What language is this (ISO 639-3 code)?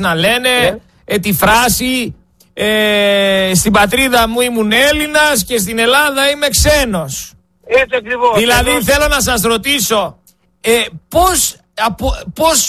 ell